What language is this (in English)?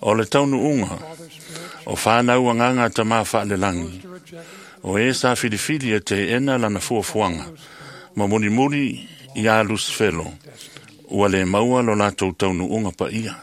Samoan